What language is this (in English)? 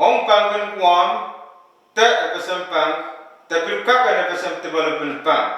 Pohnpeian